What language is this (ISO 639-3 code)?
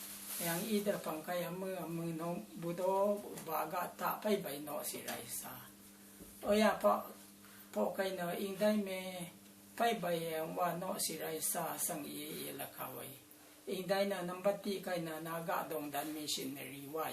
raw